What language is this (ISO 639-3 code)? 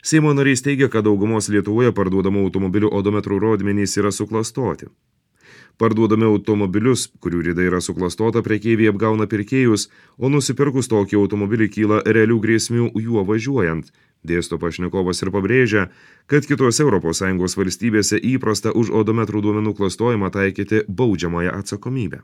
lit